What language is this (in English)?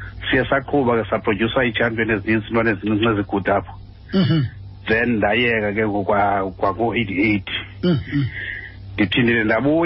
Xhosa